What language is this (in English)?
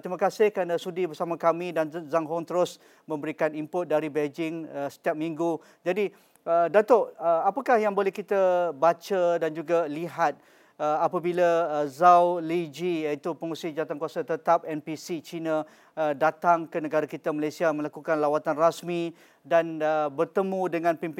Malay